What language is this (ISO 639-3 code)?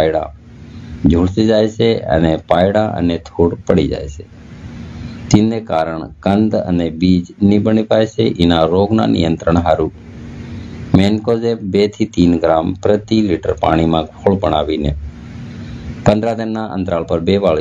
guj